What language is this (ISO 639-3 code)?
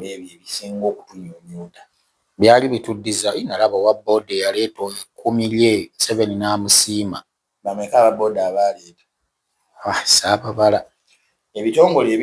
lug